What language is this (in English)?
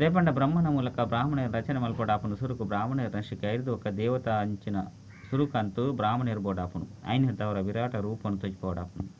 Tulu